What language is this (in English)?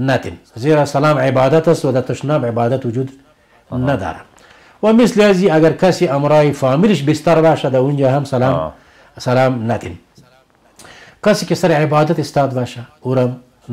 Persian